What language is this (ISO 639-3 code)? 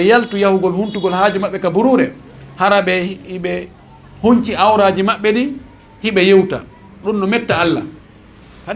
ful